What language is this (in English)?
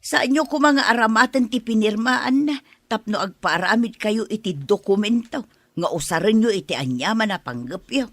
Iloko